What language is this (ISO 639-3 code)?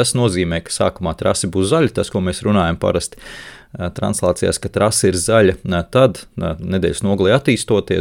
lav